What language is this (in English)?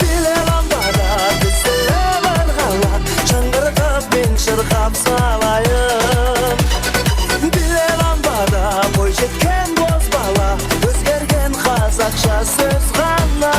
Kara-Kalpak